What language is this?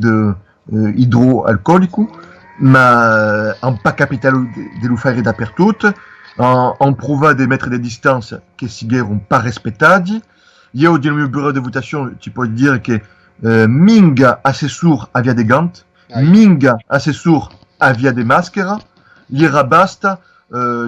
Occitan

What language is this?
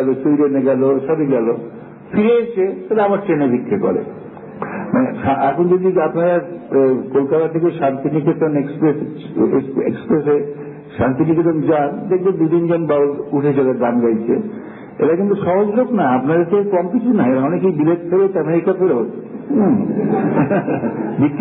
Bangla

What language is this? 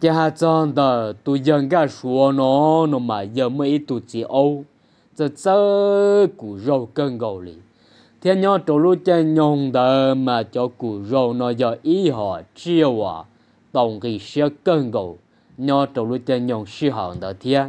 Hmong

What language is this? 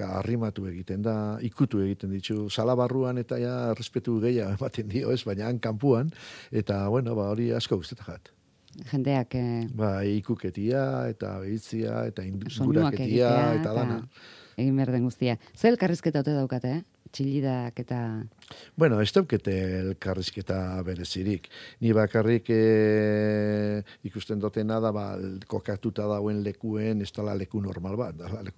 Basque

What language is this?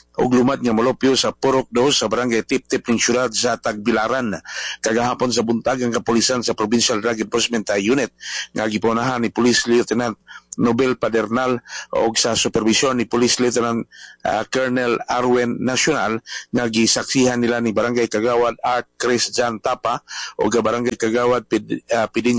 Cebuano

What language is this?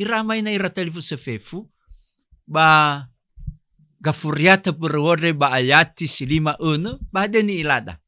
Nias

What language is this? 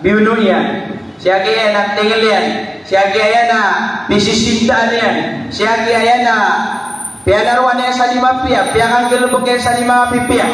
Maranao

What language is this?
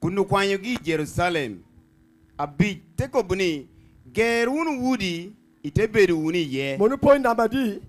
Lango (Uganda)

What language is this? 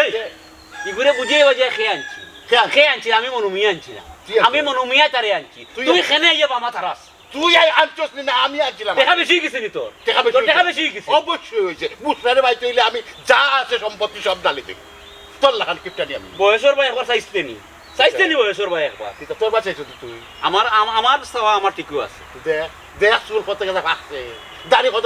Sylheti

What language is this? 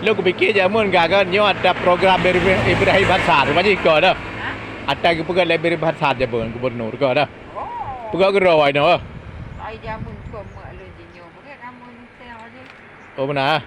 Achinese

